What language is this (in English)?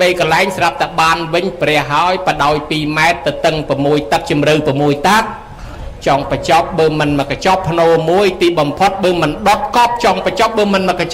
Khmer